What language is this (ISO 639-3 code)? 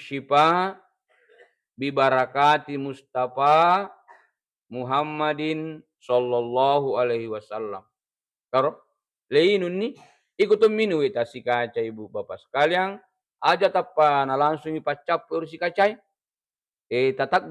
bug